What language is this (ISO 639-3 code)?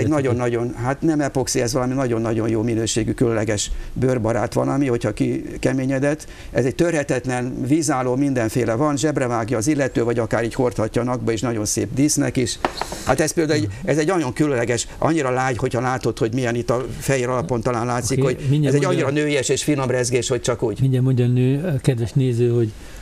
hun